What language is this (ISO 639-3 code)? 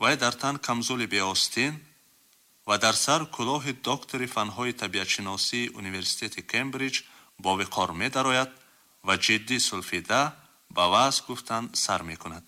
tgk